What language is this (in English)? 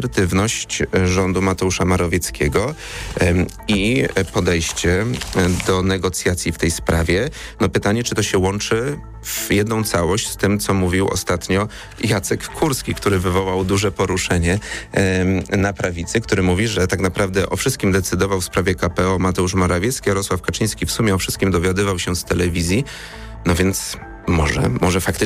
Polish